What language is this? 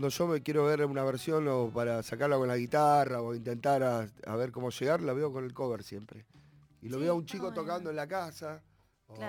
Spanish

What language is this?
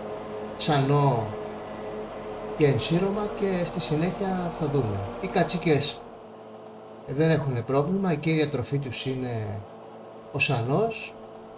Greek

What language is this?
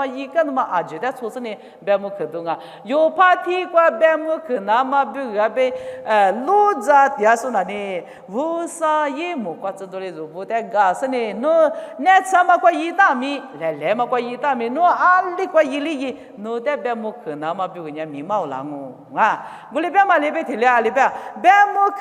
Lisu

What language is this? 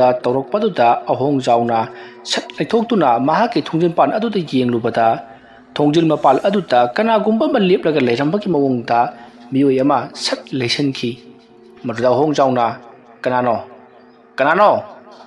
Manipuri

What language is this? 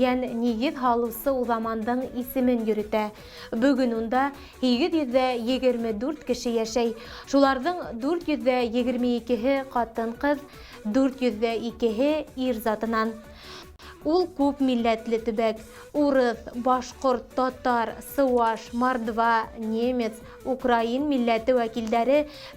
Bashkir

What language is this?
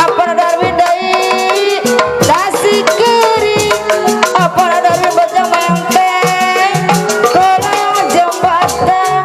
Betawi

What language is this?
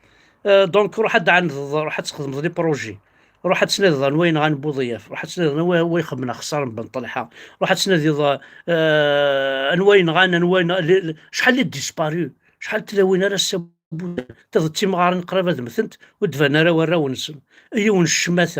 Kabyle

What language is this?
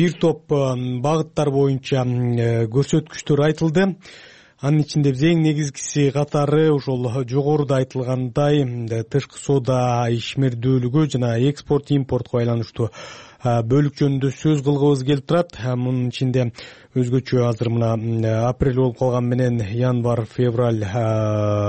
Kyrgyz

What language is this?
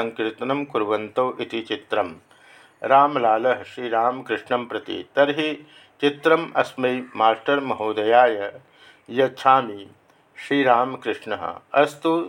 Sanskrit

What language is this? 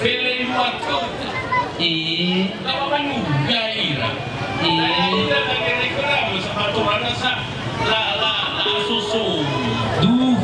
Nias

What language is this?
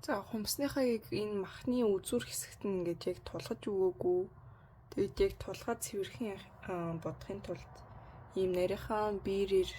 Mongolian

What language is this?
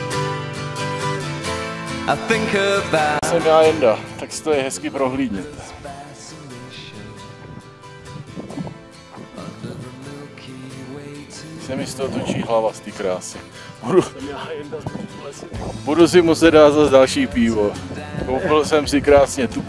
Czech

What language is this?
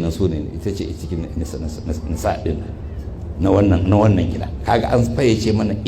Hausa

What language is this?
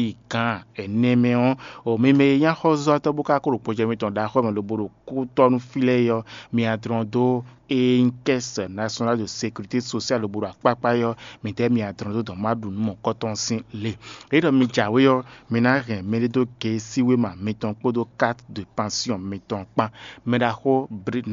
Fon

